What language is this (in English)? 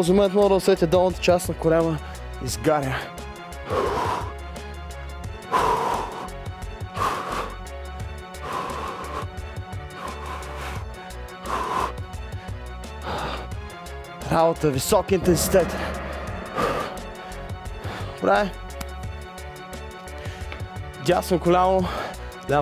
Bulgarian